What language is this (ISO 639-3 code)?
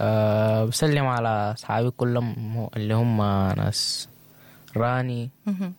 apd